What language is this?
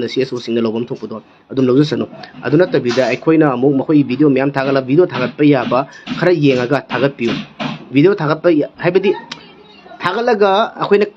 Manipuri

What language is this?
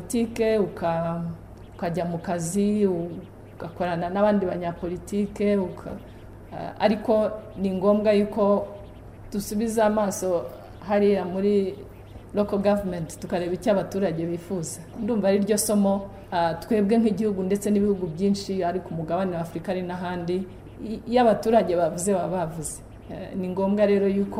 Kinyarwanda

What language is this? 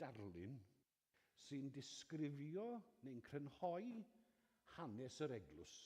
Welsh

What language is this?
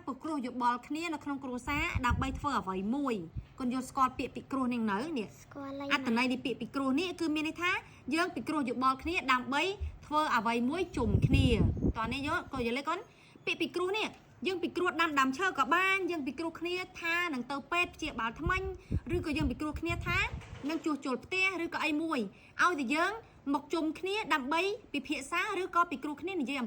Khmer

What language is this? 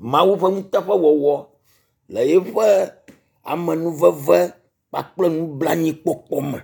Ewe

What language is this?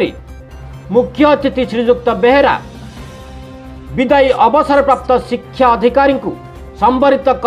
Odia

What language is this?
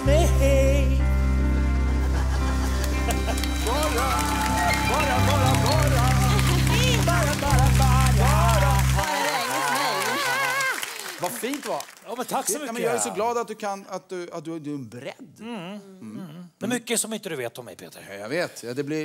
Swedish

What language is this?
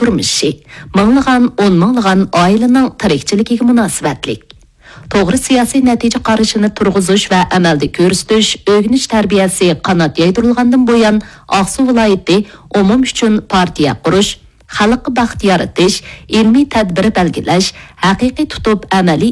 Uyghur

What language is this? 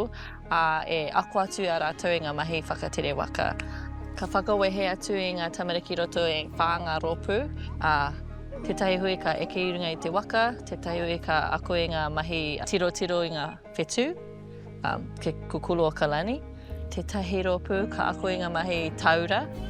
Māori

